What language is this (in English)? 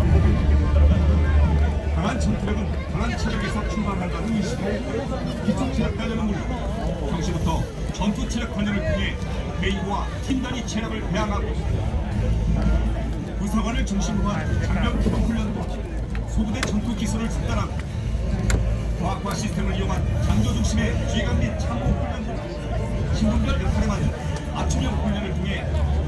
Korean